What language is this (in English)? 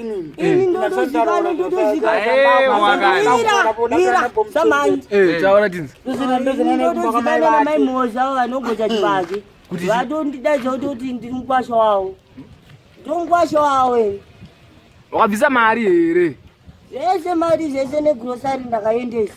Shona